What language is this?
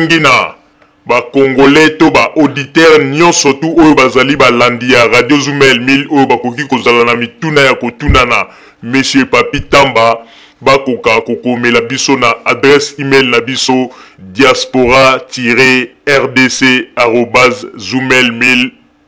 Lingala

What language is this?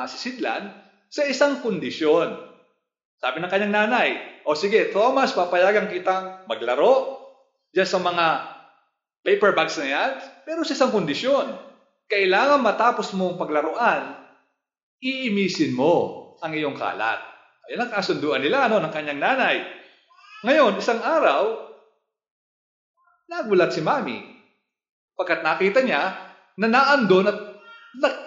Filipino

